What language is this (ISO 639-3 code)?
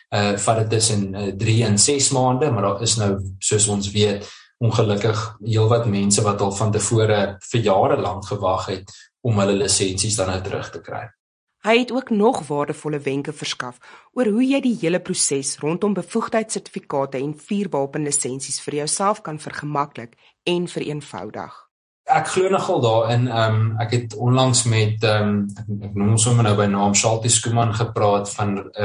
afr